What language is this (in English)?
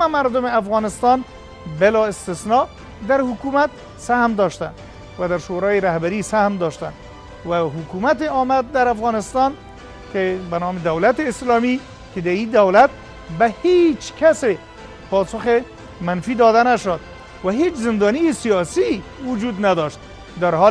Persian